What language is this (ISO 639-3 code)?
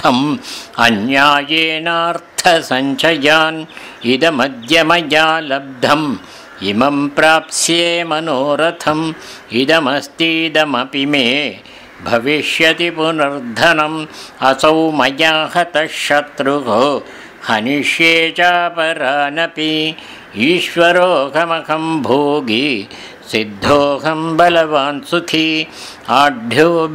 san